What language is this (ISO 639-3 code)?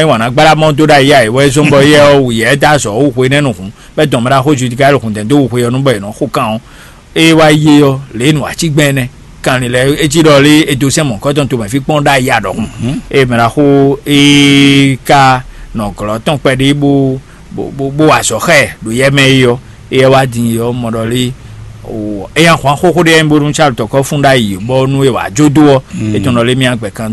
fon